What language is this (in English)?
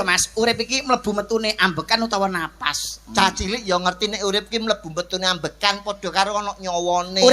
Javanese